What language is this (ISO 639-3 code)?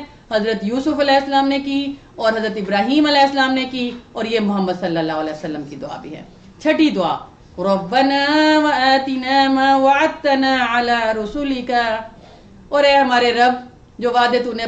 urd